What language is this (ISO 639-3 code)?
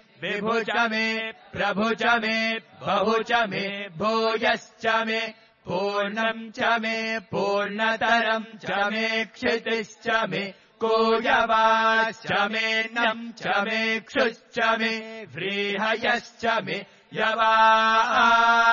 san